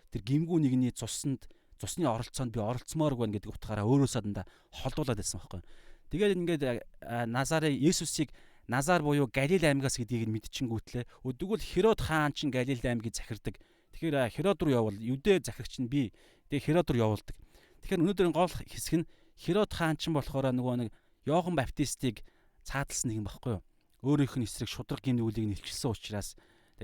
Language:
Mongolian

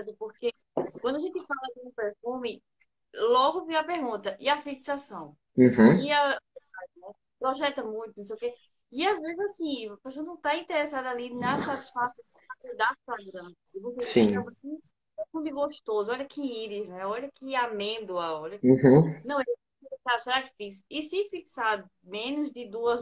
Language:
Portuguese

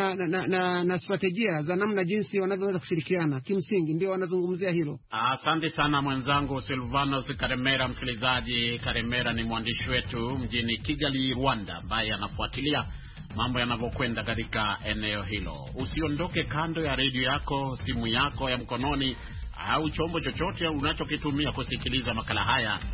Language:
Swahili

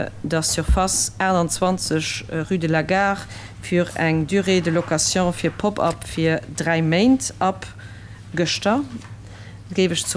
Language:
Luxembourgish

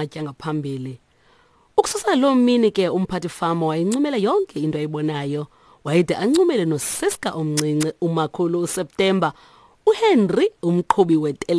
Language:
Xhosa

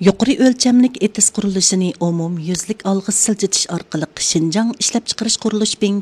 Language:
Uyghur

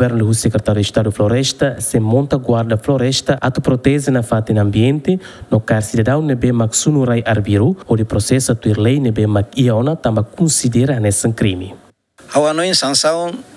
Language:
Tetum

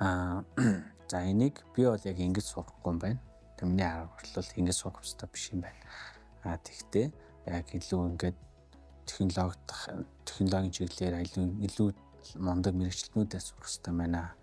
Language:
Mongolian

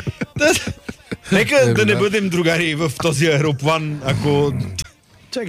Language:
Bulgarian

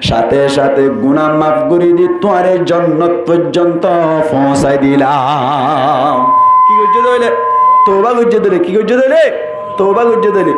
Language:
Rohingya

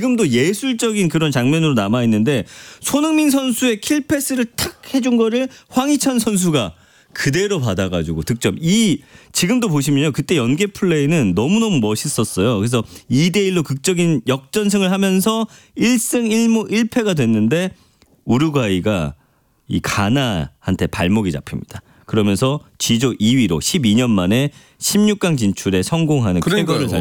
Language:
Korean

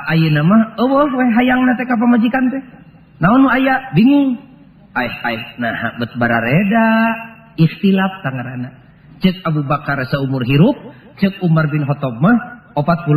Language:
Sundanese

